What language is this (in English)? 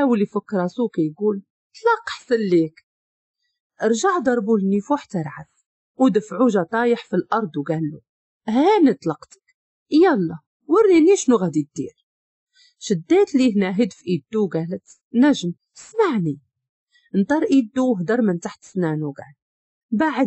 Moroccan Arabic